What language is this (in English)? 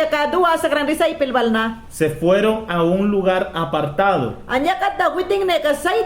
Mayangna